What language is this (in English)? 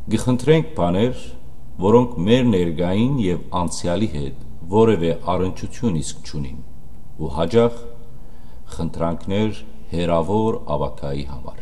Western Armenian